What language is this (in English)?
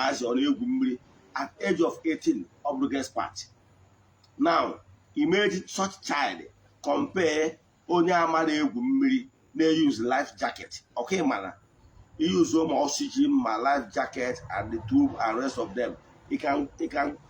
Igbo